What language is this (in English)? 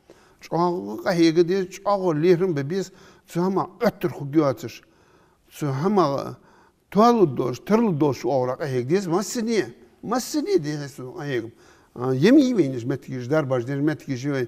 Ingush